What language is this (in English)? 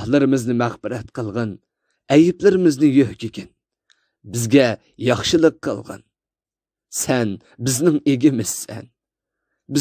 Uyghur